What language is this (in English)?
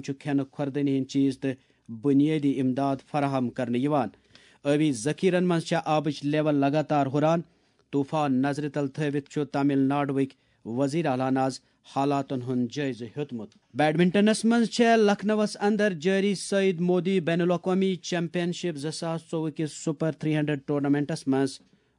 Kashmiri